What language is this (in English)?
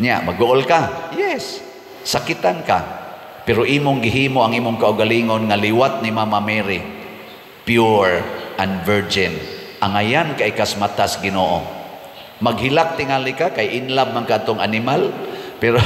Cebuano